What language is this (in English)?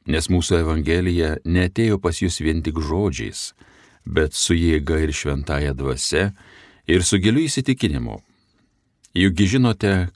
Lithuanian